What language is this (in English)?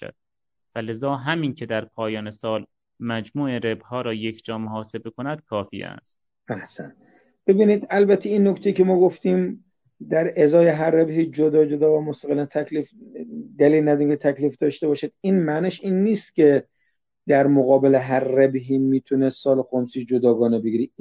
Persian